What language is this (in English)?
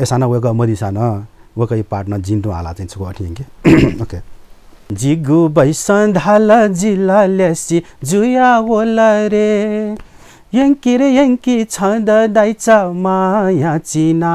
Newari